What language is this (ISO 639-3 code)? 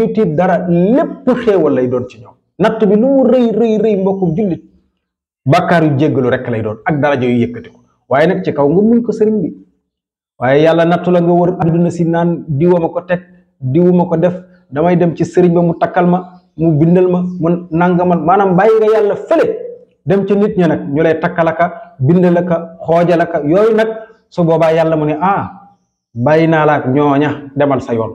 wol